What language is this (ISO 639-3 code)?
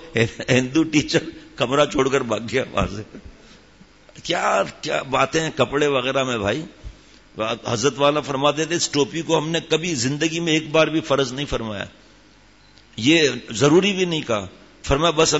urd